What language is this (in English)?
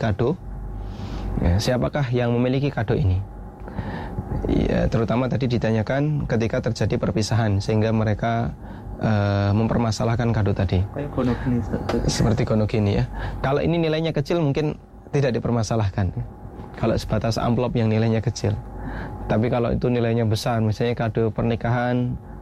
Indonesian